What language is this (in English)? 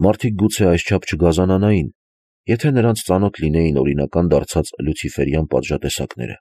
Armenian